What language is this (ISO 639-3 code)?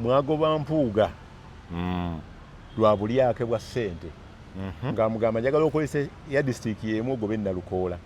lug